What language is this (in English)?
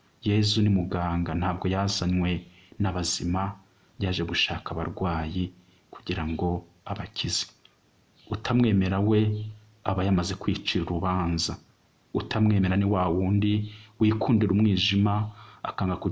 Kinyarwanda